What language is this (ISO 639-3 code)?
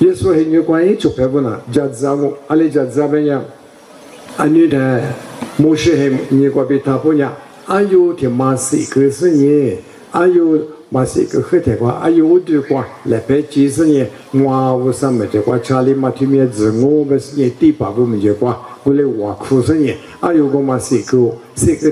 lis